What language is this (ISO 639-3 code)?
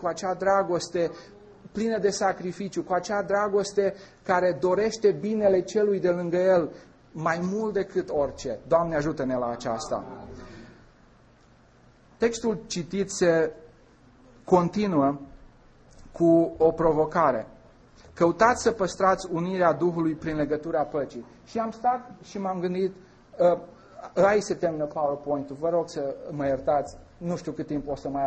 ron